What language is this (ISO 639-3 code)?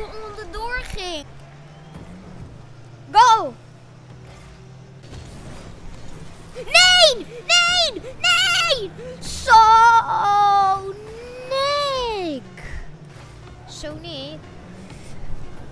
nld